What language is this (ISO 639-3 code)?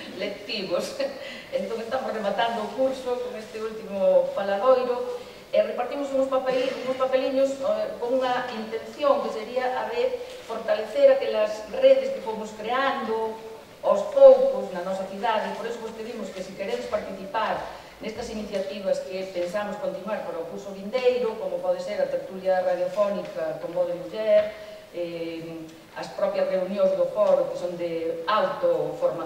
glg